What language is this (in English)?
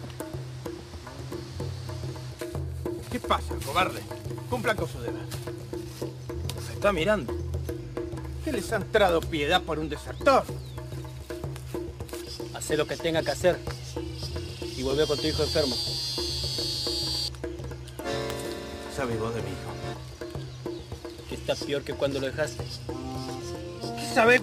Spanish